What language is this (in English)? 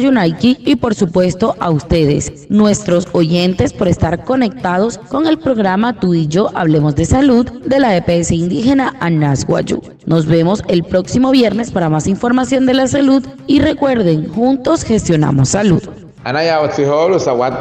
Wayuu